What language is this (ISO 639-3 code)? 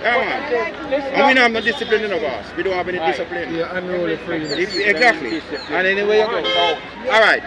jam